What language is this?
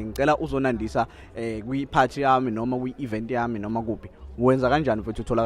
Zulu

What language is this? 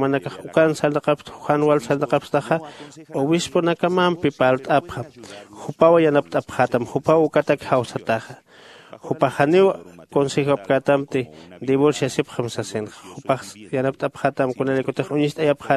Aymara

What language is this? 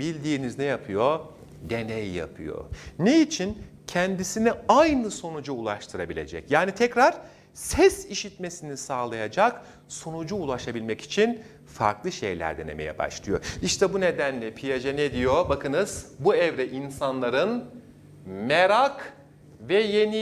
Turkish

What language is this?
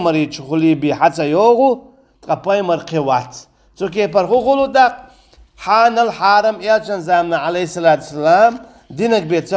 Chechen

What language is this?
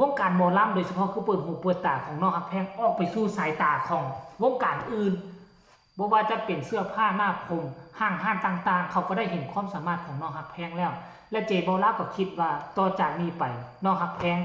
Lao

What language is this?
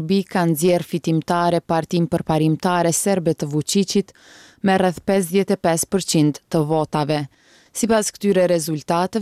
Albanian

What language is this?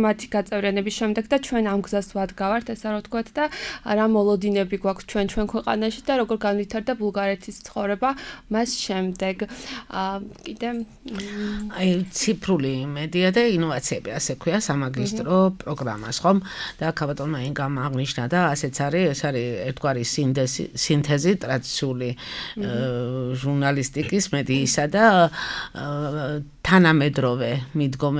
Georgian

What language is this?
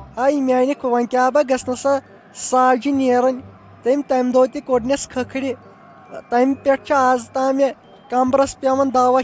Kashmiri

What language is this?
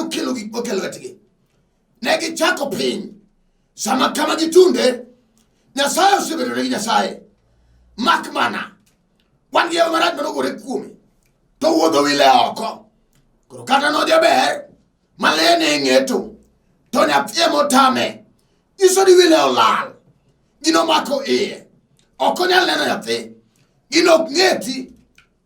Luo (Kenya and Tanzania)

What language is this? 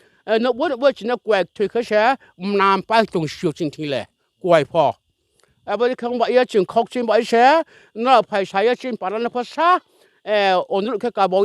Riang (India)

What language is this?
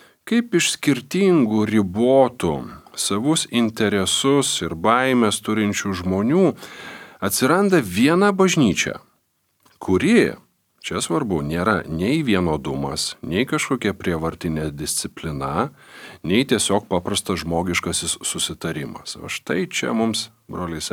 Lithuanian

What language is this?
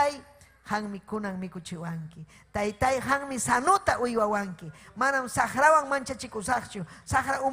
Ayacucho Quechua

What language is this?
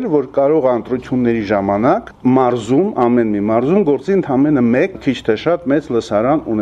Armenian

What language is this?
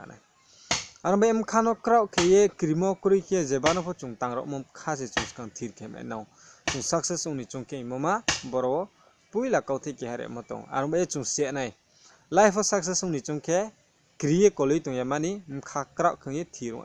Riang (India)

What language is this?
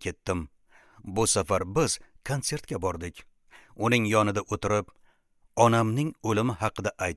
Uzbek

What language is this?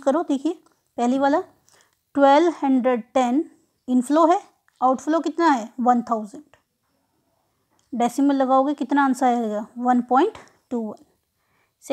Hindi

